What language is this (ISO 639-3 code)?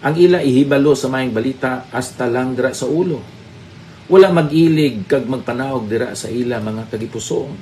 hil